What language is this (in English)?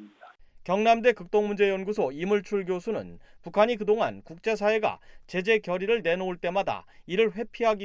Korean